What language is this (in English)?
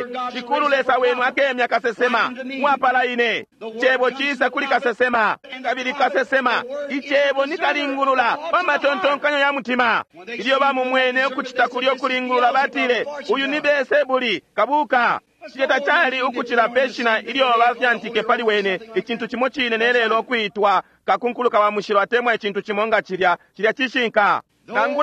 Bemba